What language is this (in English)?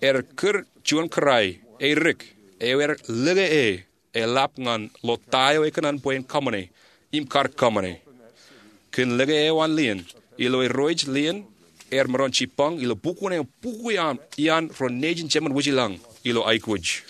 Marshallese